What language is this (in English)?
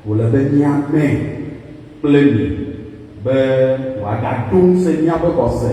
Ewe